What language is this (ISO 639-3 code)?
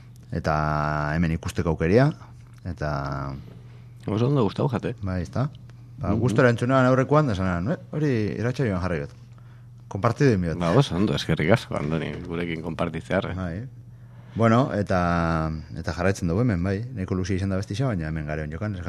eus